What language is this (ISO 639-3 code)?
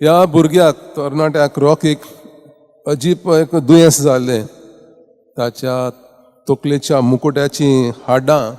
kok